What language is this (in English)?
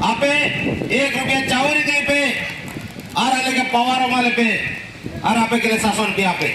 Santali